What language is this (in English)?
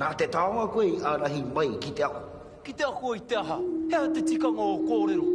Māori